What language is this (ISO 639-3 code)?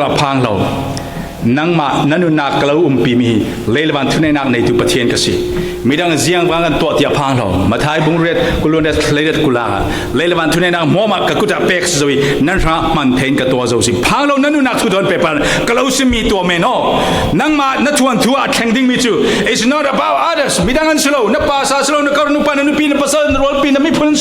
cfm